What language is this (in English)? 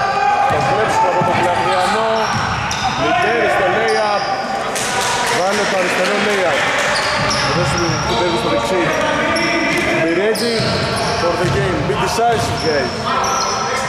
Greek